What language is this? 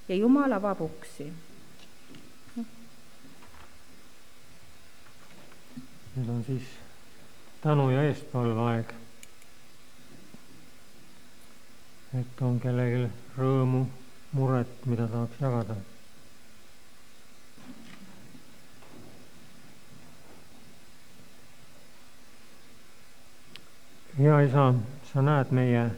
Estonian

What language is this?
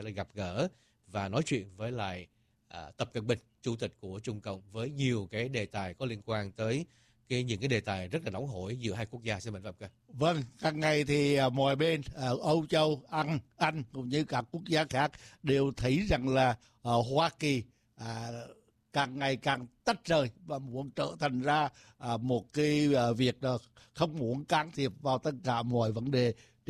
Vietnamese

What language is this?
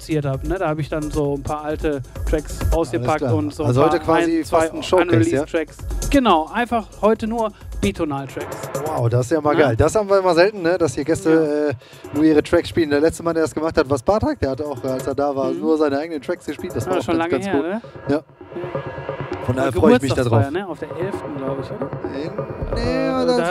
German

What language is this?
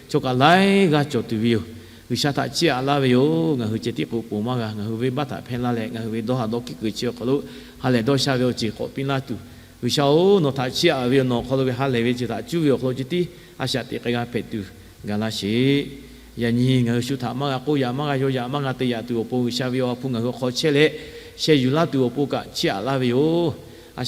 Lahu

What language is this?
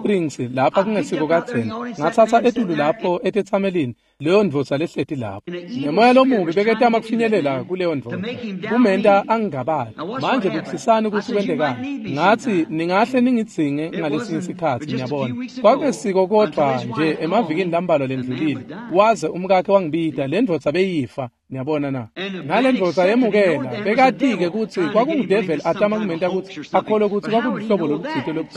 Swati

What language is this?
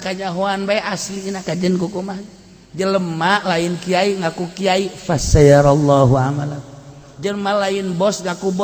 Sundanese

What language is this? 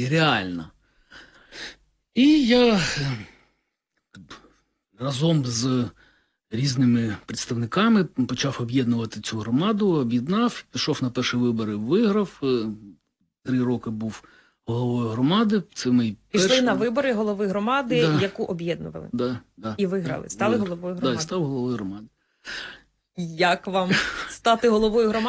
Ukrainian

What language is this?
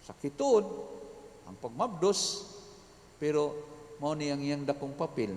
Cebuano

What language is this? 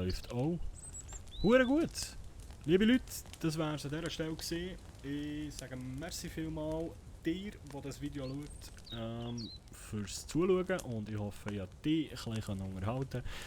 Swiss German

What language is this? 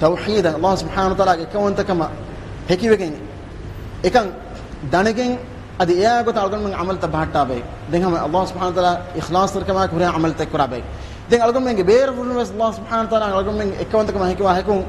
Divehi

